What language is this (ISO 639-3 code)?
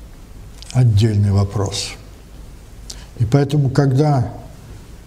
rus